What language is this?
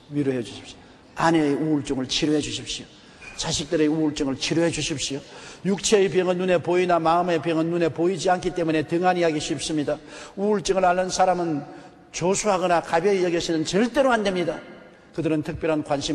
Korean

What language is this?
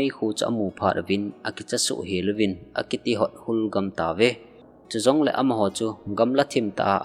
Thado Chin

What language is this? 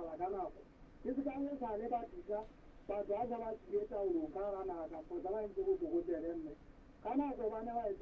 Southern Sotho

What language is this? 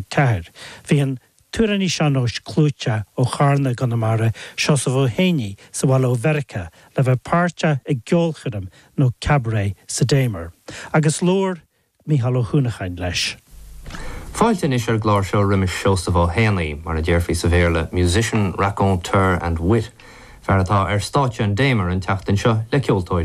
Irish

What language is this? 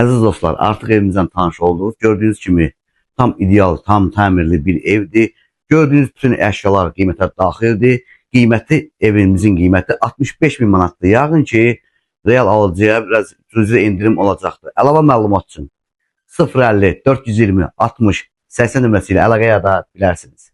Azerbaijani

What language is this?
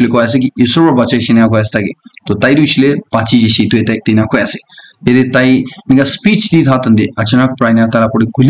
Naga Pidgin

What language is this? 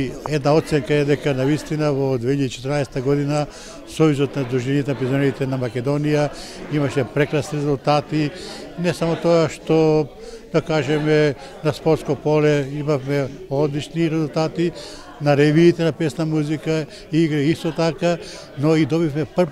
Macedonian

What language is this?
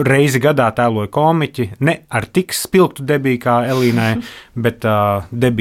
Latvian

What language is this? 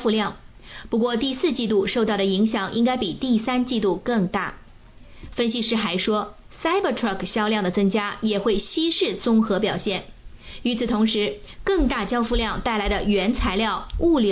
Chinese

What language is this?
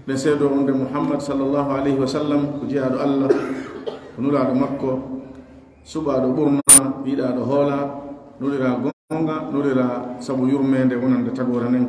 Pular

